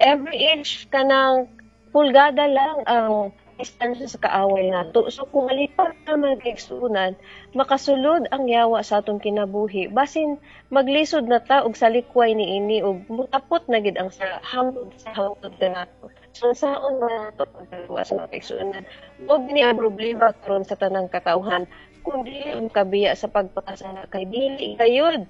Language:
Cebuano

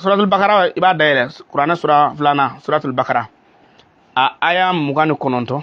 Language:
Bambara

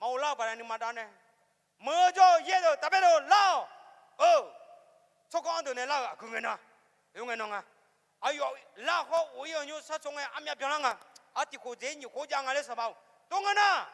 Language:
Akha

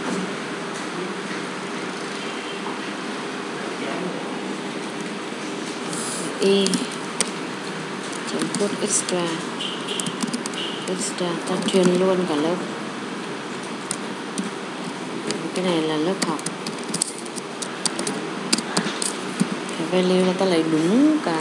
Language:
Vietnamese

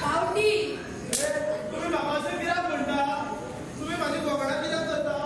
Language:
Konkani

